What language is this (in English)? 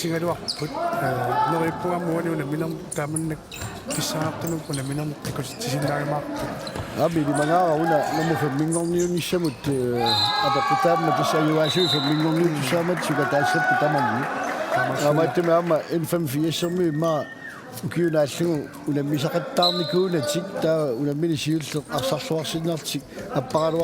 Kalaallisut